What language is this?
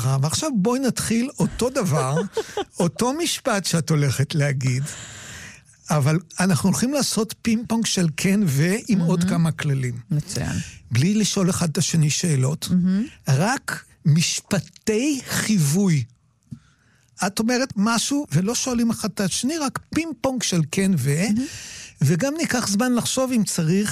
Hebrew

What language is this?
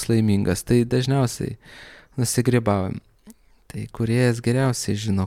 Lithuanian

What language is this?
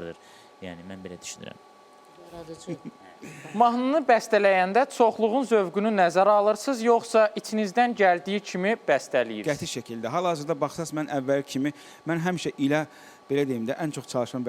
Azerbaijani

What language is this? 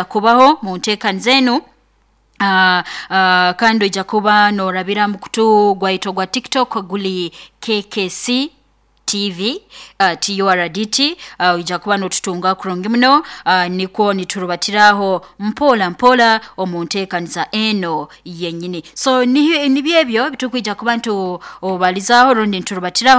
Nyoro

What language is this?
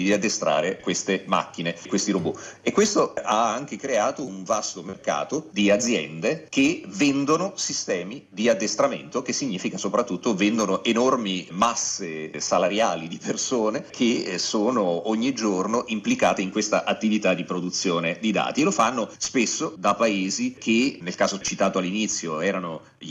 Italian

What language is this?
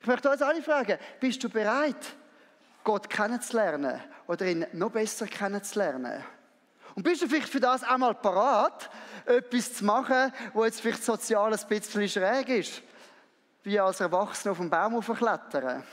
Swiss German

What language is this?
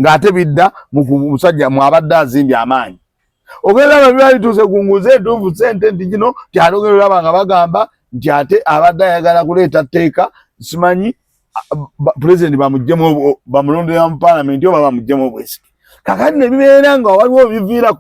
Ganda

